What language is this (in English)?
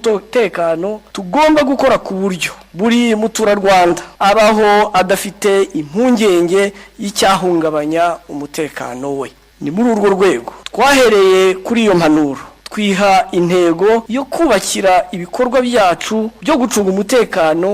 Kinyarwanda